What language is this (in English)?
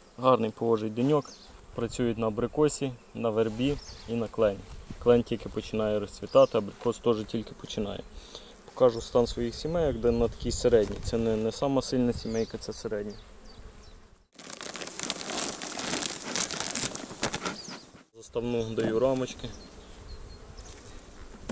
Ukrainian